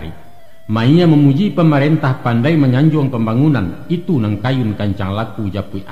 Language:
Minangkabau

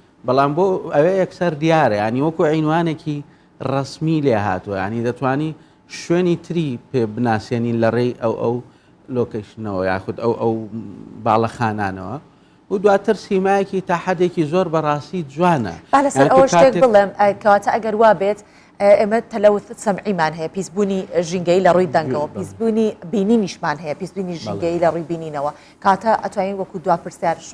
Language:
Central Kurdish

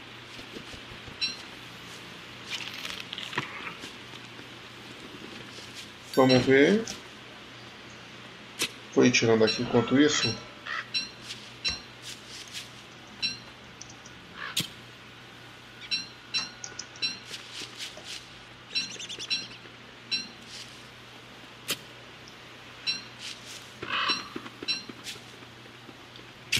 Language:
Portuguese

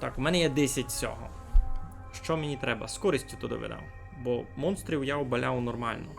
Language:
Rusyn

